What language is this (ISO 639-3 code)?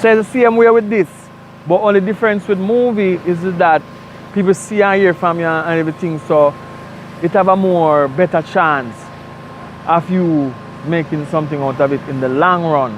jam